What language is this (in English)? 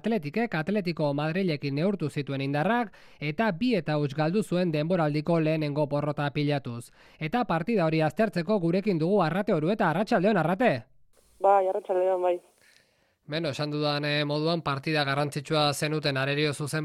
Basque